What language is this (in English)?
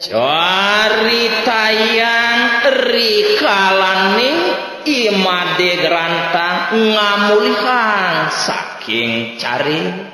Balinese